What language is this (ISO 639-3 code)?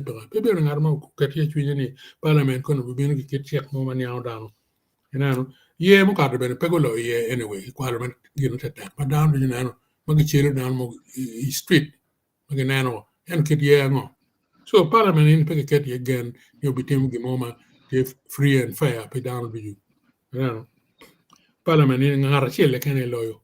ach